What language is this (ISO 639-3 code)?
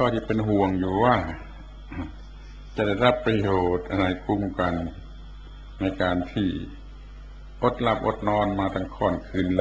tha